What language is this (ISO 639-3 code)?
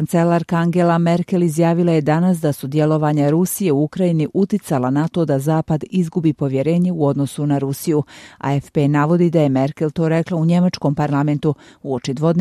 bos